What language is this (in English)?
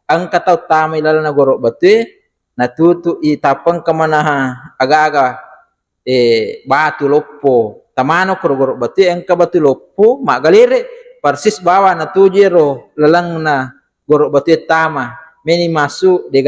Buginese